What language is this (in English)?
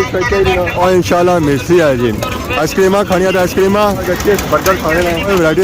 Pahari-Potwari